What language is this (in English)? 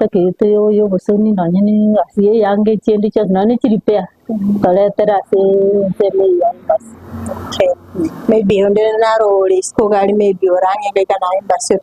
Gusii